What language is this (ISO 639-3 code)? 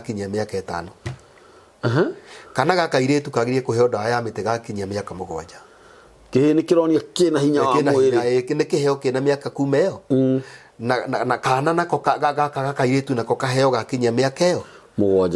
kik